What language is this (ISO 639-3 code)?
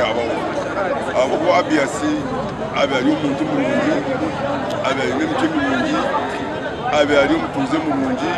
nyn